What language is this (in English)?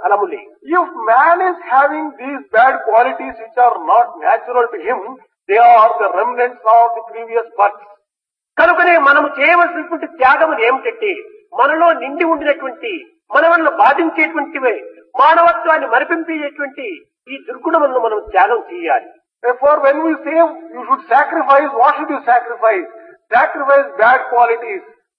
Telugu